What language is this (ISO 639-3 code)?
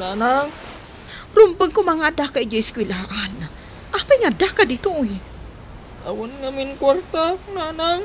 ilo